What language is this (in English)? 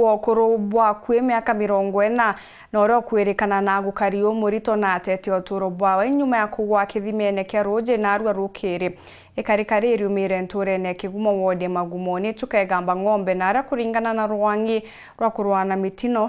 Meru